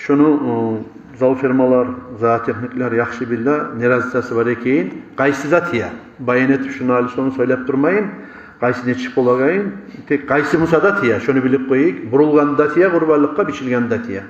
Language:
Kumyk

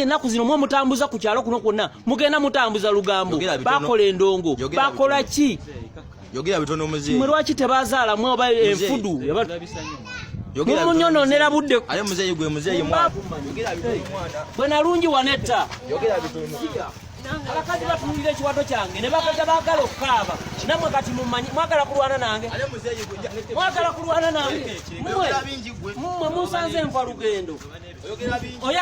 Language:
Ganda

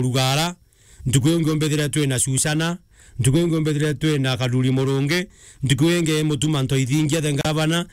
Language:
Meru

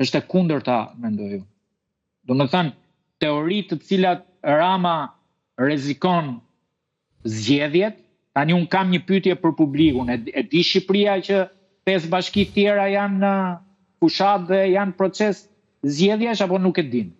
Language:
Albanian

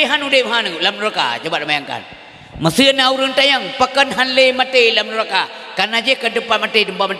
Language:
Achinese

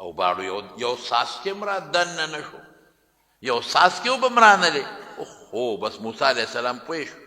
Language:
Pashto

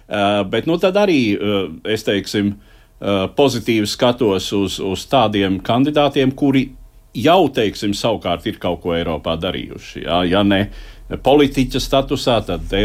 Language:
Latvian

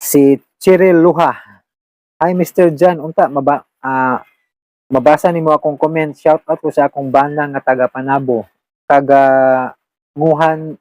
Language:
Cebuano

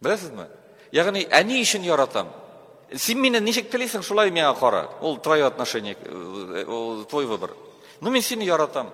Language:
Tatar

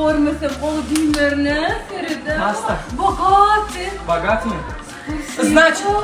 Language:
Turkmen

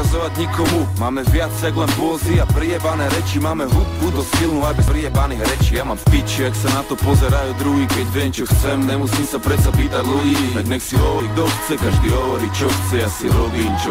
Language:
Slovak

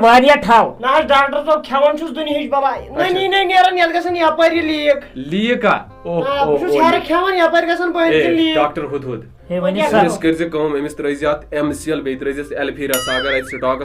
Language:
Kashmiri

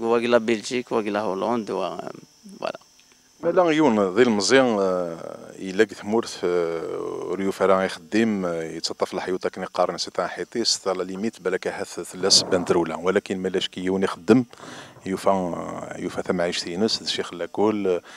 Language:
Kabyle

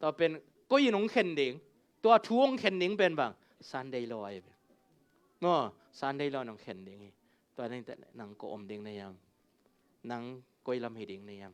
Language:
Tedim Chin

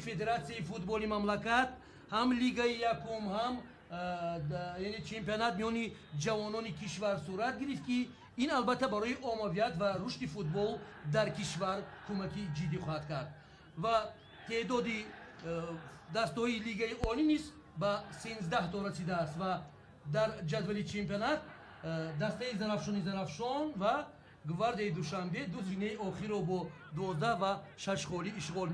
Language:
Tajik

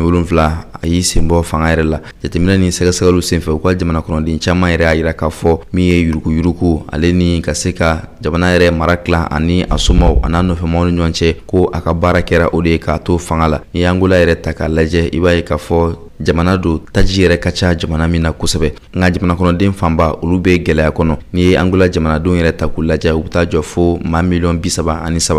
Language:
Bambara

